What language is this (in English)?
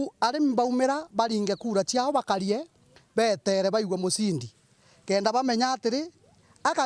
Meru